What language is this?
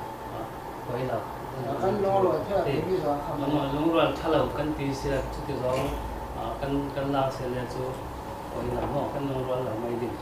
Falam Chin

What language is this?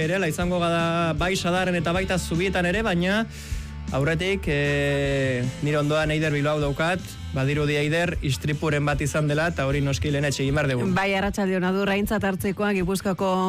Basque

